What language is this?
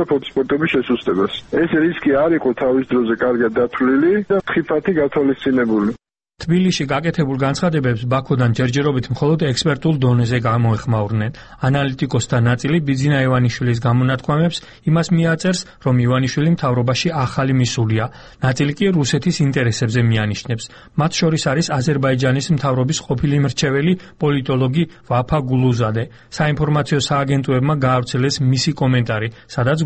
Georgian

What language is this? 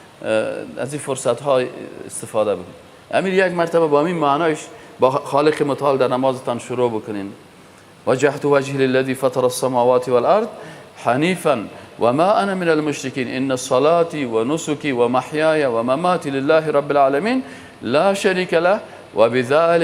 Persian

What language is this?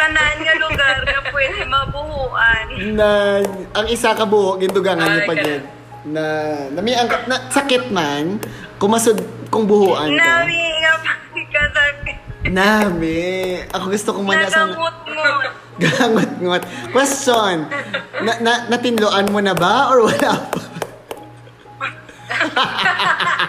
Filipino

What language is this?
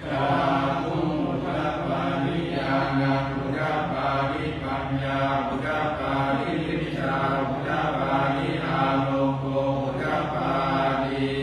Pali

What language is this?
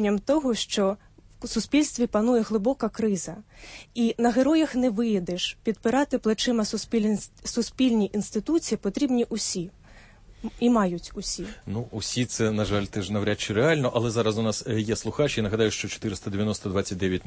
Ukrainian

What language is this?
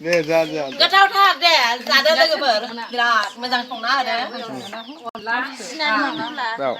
Bodo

